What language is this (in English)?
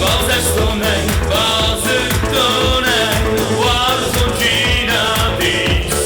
Ossetic